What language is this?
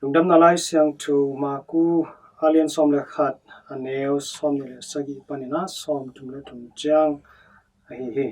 Tedim Chin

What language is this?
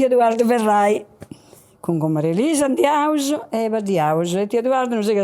Sardinian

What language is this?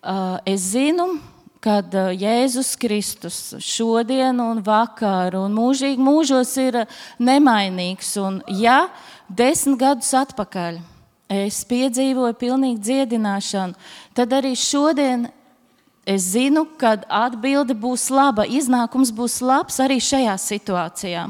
Latvian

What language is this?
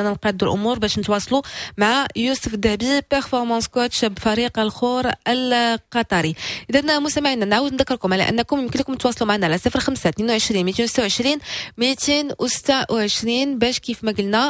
Moroccan Arabic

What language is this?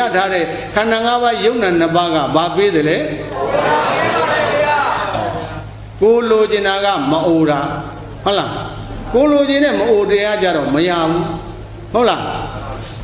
Burmese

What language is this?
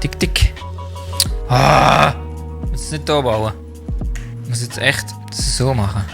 Swiss German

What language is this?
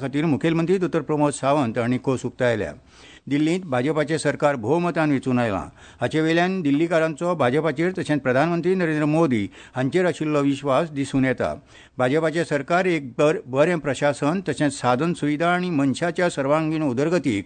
Konkani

